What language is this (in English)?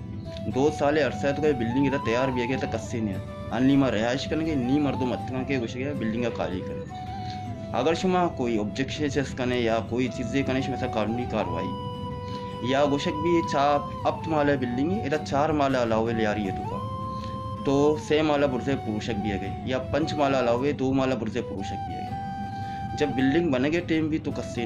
Baluchi